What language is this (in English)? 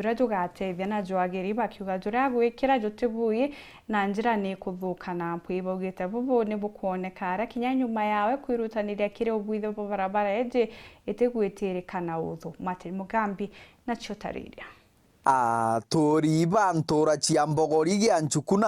Meru